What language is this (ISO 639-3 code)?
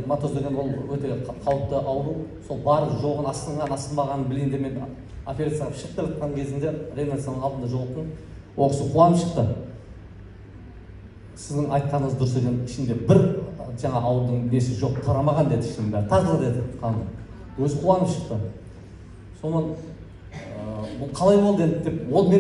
kaz